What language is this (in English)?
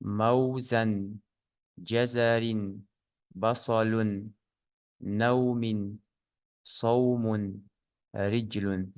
Ingush